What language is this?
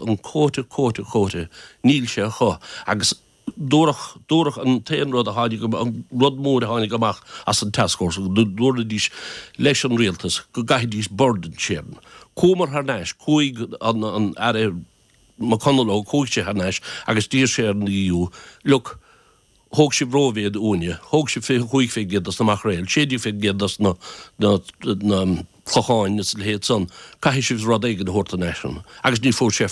Irish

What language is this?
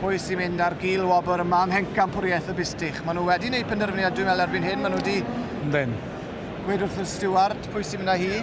Welsh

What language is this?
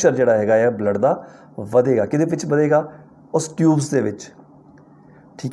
Punjabi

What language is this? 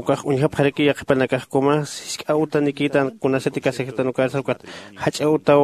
Aymara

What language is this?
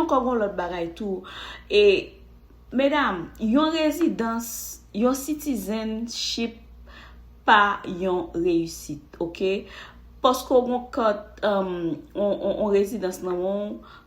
Haitian Creole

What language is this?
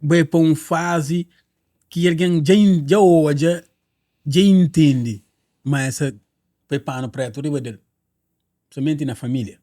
Kabuverdianu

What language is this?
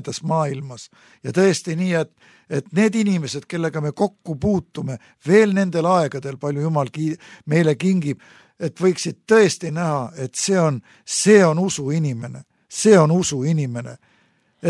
Estonian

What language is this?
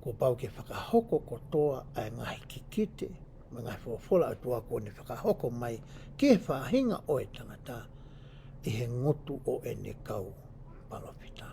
Tongan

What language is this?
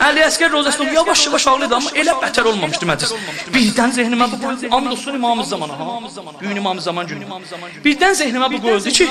South Azerbaijani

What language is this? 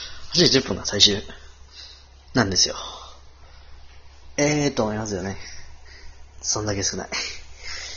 Japanese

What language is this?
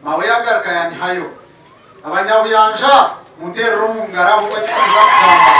Nyankole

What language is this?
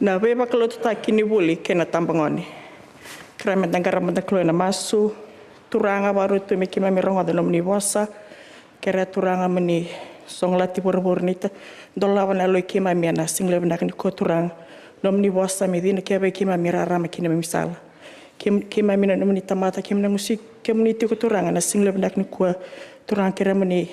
Fijian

